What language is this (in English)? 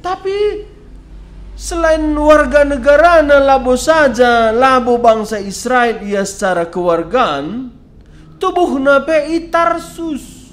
Batak Karo